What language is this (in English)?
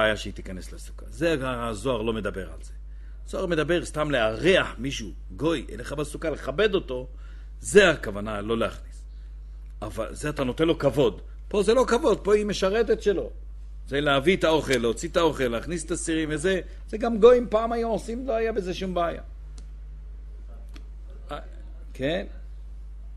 Hebrew